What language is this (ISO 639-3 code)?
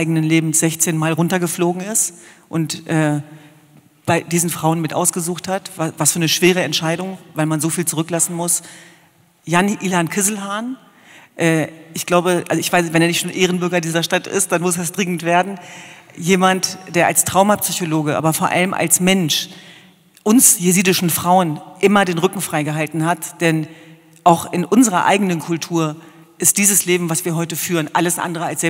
deu